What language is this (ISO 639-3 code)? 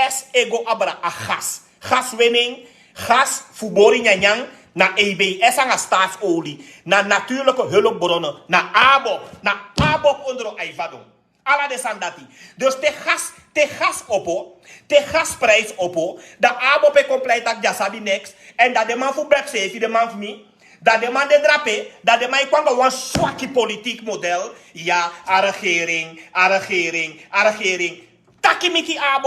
srn